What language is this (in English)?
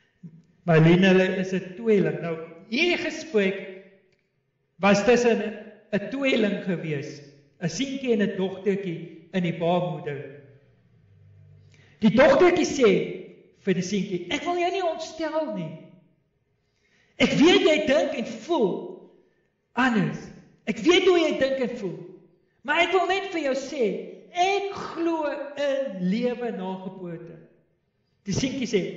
Afrikaans